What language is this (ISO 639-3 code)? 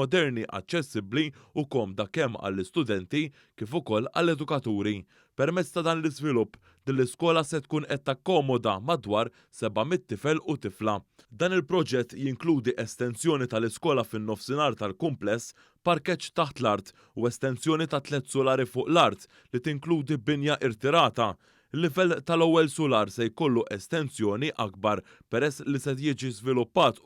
mlt